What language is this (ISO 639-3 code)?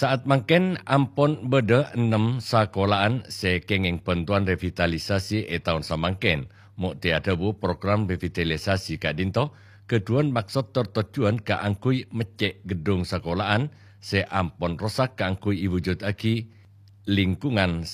mad